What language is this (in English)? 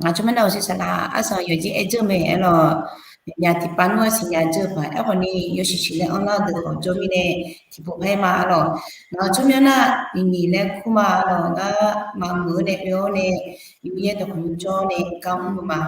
Akha